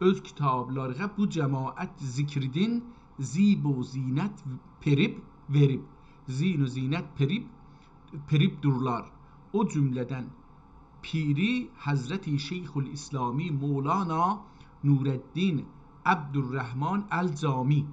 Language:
South Azerbaijani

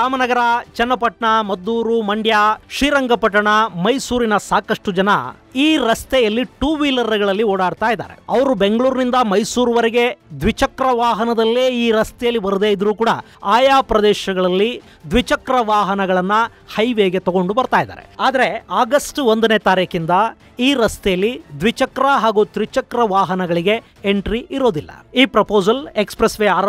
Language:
Kannada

